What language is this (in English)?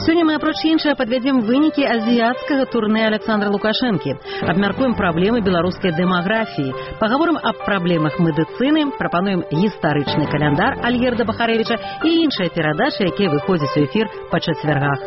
Belarusian